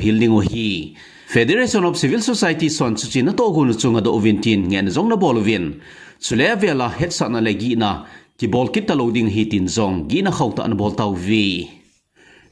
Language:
Thado Chin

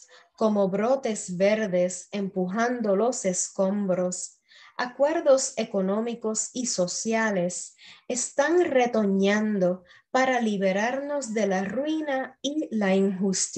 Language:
Spanish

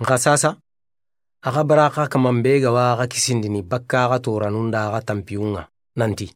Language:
Soninke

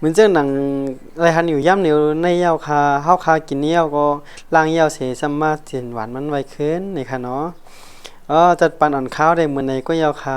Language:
Shan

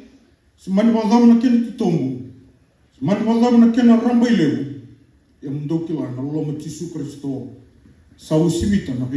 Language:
Fijian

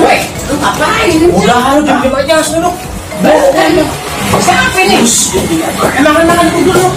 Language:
Betawi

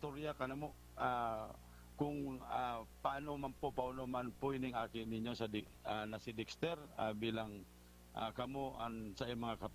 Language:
Bikol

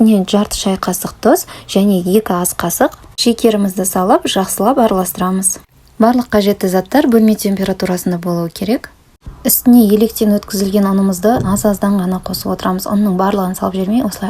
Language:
Kazakh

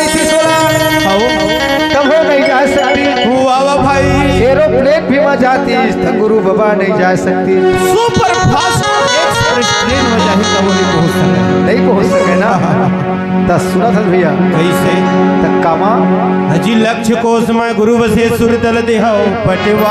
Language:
Chhattisgarhi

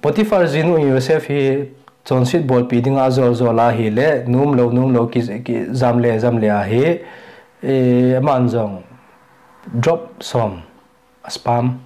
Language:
Thado Chin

